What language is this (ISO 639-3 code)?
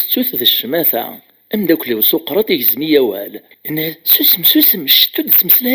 kab